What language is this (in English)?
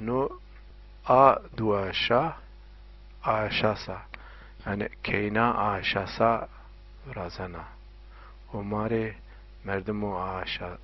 Zaza